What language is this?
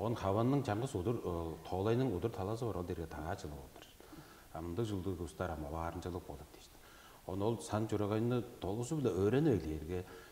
Tuvinian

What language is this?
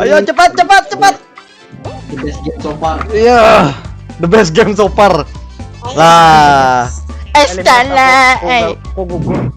Banjar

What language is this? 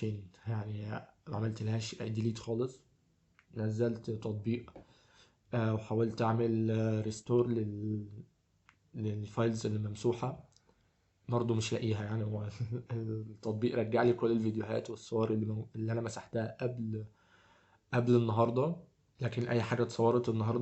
Egyptian Arabic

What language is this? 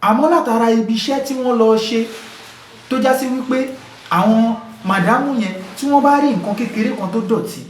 Yoruba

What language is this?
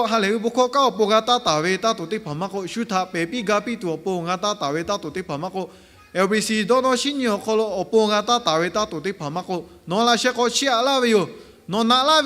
Lahu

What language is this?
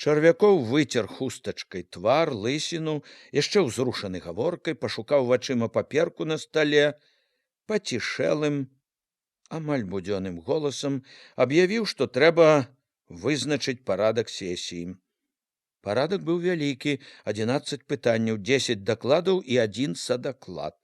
Belarusian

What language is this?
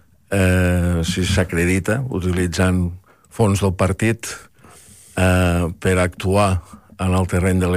Catalan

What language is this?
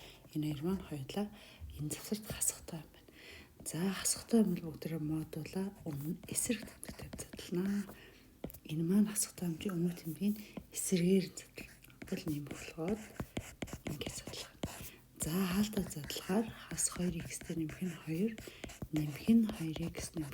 Mongolian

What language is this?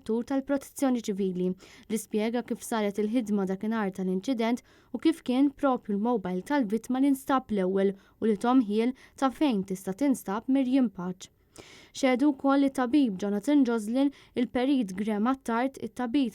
Maltese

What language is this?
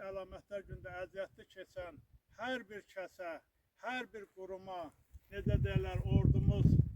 Azerbaijani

